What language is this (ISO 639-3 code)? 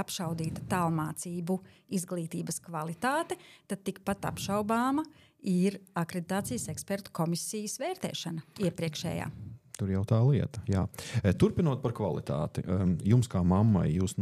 lav